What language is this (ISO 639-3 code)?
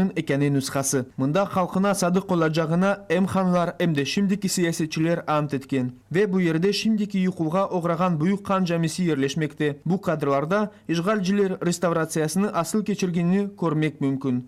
crh